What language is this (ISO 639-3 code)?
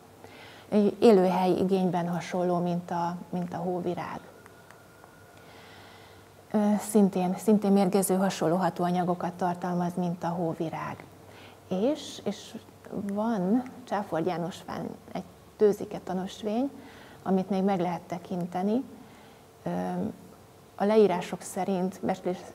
hun